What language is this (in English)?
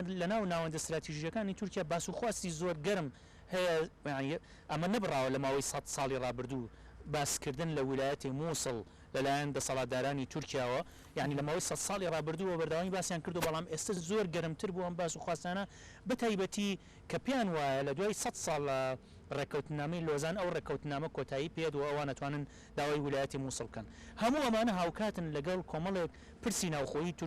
Central Kurdish